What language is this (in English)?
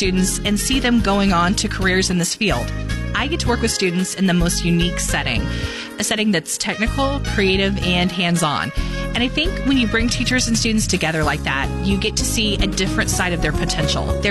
English